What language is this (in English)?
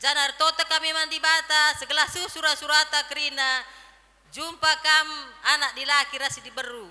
Batak Karo